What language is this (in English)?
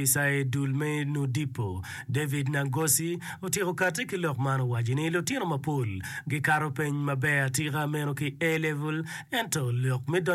Acoli